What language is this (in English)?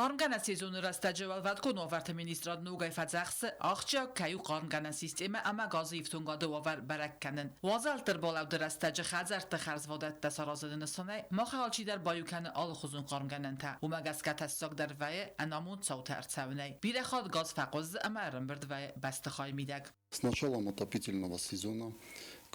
Ossetic